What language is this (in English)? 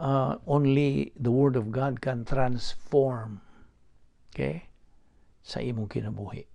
Cebuano